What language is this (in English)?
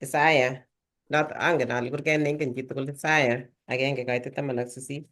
Kalenjin